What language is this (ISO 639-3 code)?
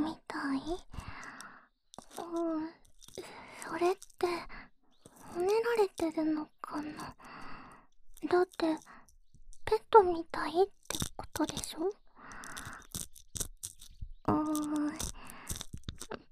jpn